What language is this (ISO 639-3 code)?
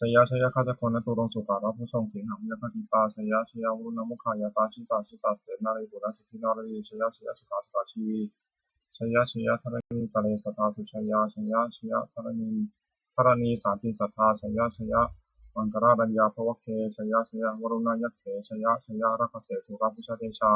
pli